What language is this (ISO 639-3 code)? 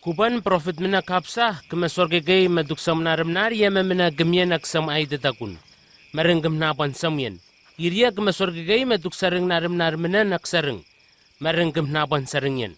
nwi